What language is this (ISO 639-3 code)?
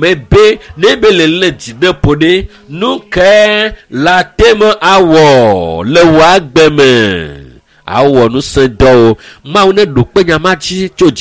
ewe